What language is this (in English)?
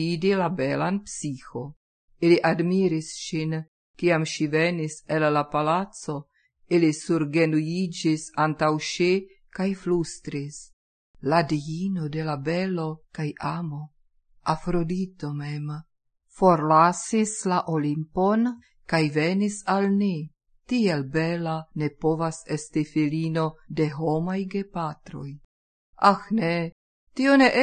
Esperanto